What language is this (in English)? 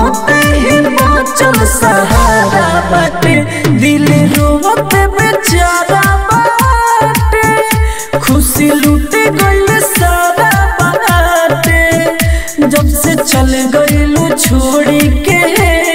Bhojpuri